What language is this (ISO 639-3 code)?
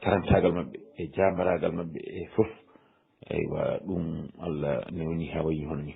ful